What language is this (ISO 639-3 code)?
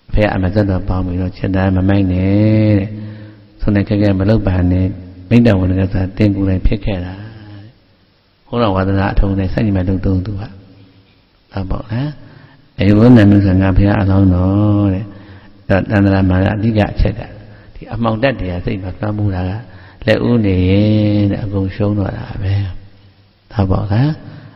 mya